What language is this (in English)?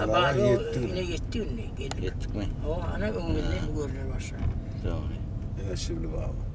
Turkmen